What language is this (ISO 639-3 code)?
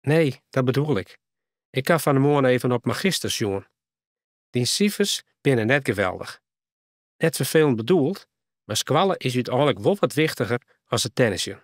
fry